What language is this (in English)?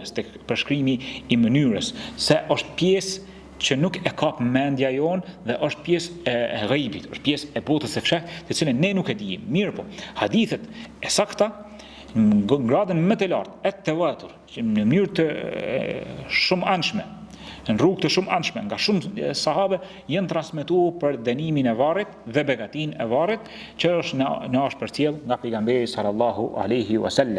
Albanian